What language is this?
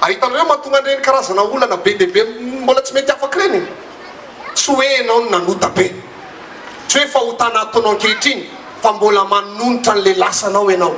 Malagasy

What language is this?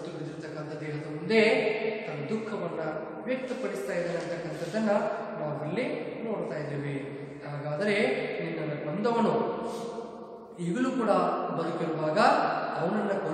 Kannada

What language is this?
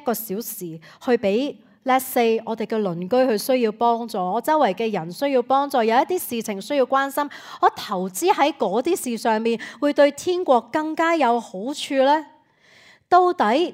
Cantonese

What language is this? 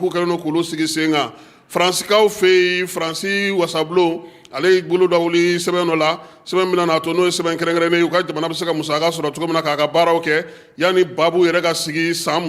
Bambara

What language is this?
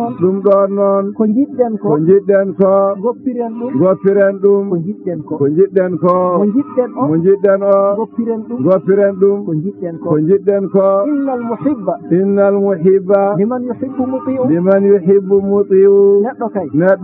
Fula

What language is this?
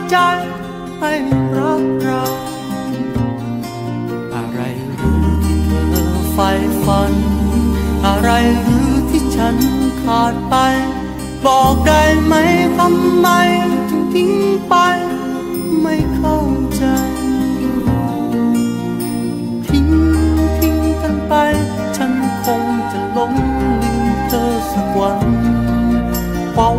Thai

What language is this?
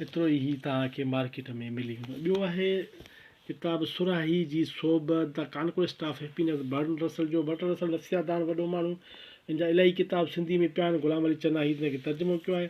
Sindhi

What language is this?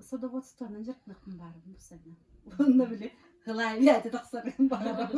Yakut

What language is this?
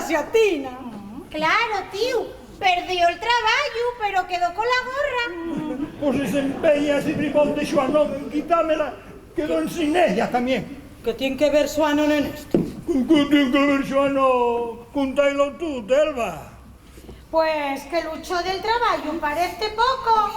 Asturian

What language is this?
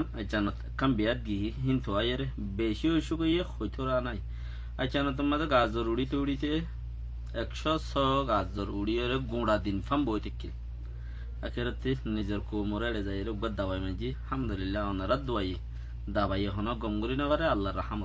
Rohingya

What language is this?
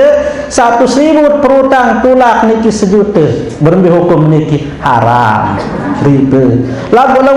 Sasak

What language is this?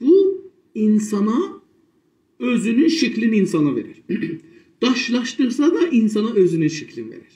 South Azerbaijani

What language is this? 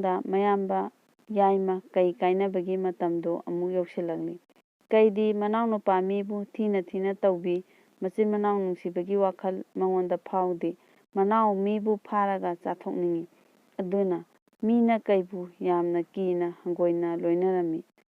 Manipuri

